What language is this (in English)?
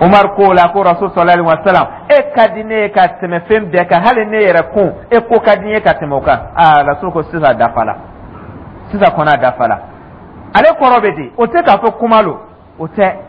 Dyula